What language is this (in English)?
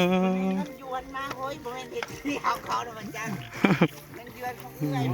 Northeastern Thai